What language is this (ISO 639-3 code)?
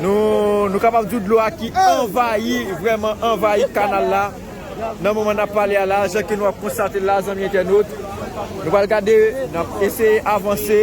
hat